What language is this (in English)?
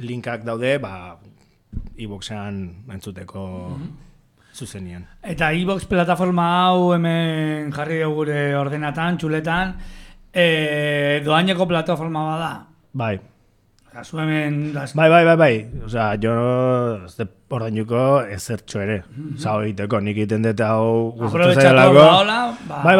Basque